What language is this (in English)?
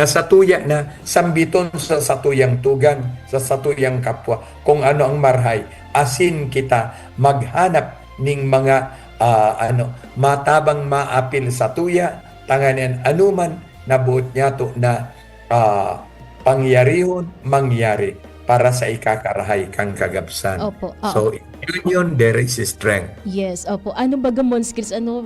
Bikol